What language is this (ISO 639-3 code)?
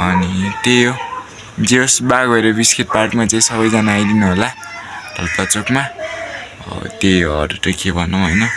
nep